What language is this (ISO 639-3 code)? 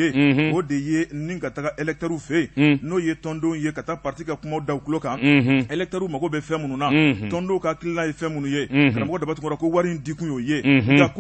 bam